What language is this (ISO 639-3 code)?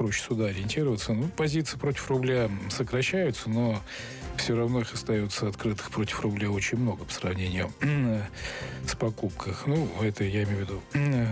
rus